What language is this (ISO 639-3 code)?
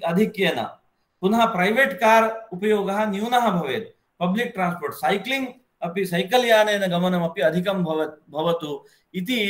san